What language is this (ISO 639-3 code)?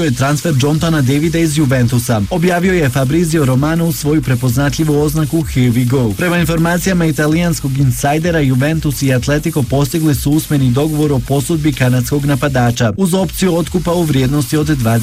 bos